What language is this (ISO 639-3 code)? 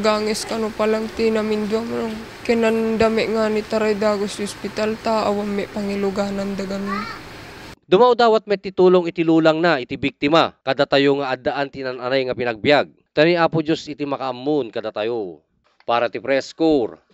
ilo